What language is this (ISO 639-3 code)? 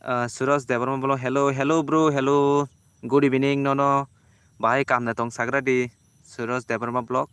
trp